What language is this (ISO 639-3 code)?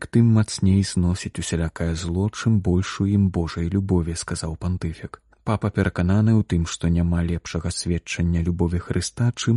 bel